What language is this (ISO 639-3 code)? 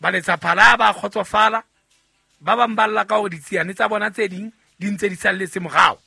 sot